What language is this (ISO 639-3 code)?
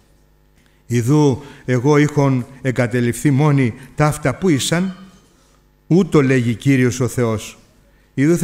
ell